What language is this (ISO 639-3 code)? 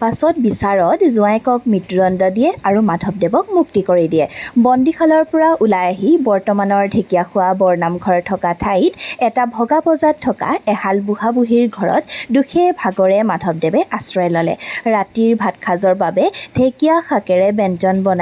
asm